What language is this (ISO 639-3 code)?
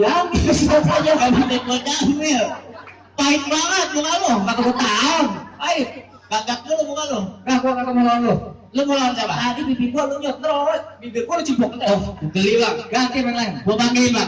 bew